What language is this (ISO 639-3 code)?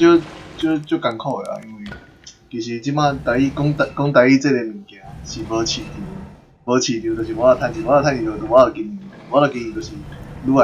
nan